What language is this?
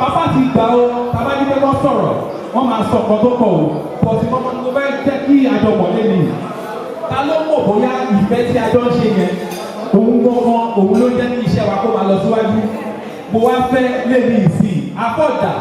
Yoruba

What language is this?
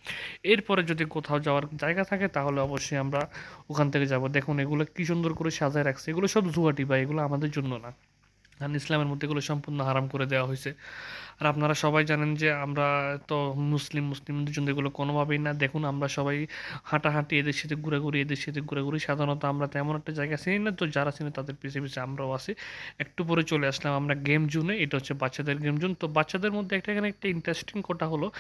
Bangla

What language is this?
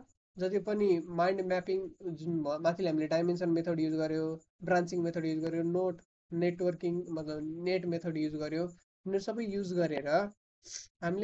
Nepali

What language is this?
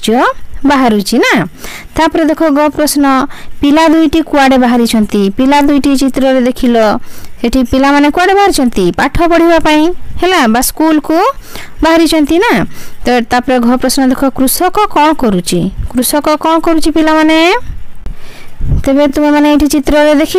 Odia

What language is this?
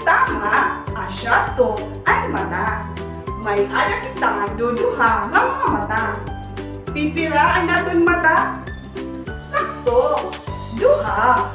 Waray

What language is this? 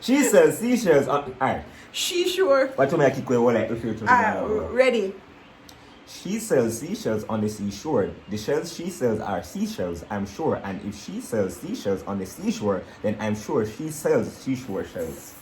Jamaican Creole English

